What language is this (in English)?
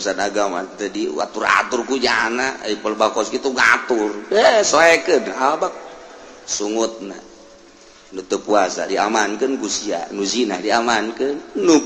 Sundanese